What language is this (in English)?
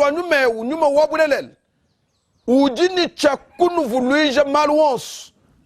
Luba-Lulua